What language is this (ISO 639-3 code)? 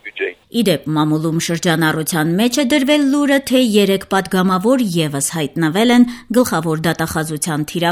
hye